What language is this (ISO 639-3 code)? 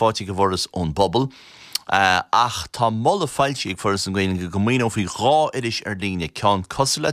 gle